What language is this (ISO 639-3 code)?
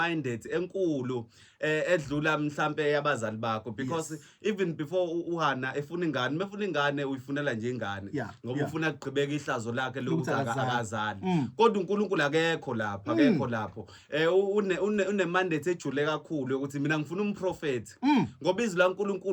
zul